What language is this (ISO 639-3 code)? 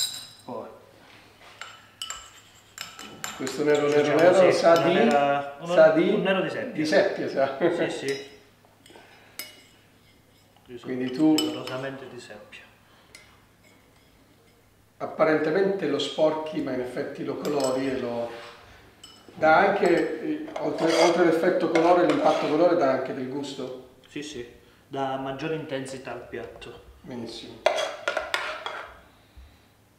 ita